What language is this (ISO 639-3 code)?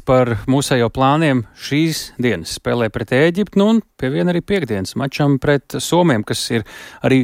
lav